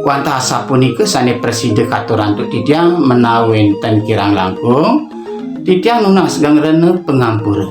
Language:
Balinese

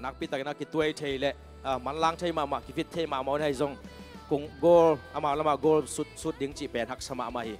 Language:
Tedim Chin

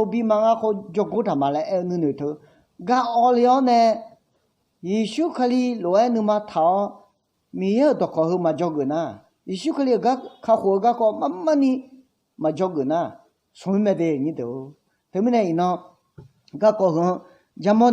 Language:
Akha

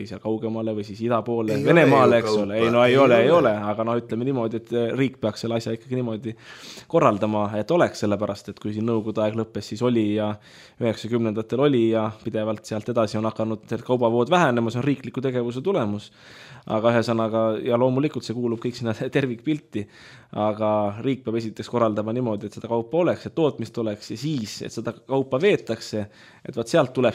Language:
Estonian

